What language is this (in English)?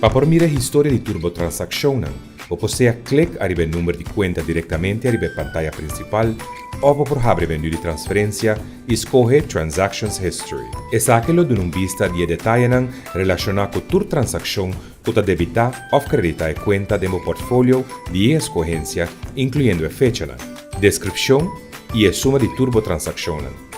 Papiamento